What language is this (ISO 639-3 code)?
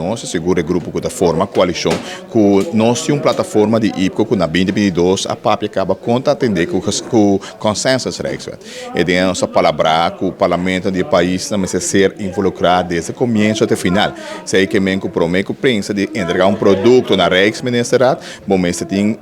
pap